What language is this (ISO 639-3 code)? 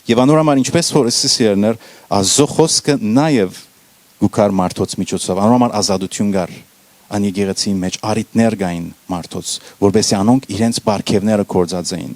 hyw